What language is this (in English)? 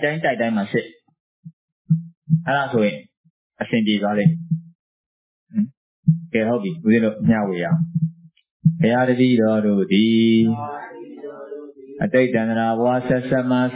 Burmese